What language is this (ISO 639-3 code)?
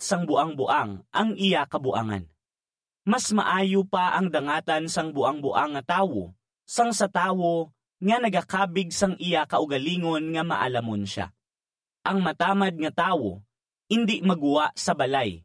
hil